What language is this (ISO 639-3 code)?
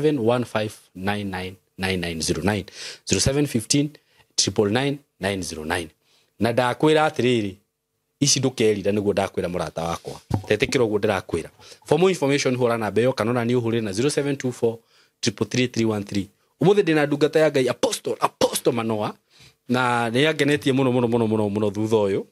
kik